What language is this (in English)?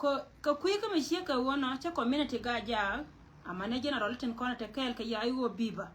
Nuer